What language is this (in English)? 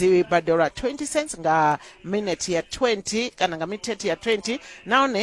Venda